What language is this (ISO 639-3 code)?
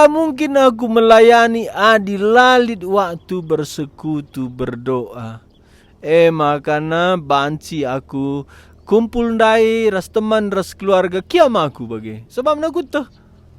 btx